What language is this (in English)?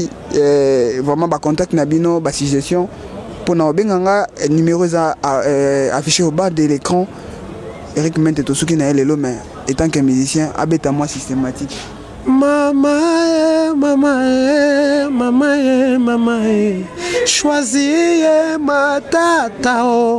Lingala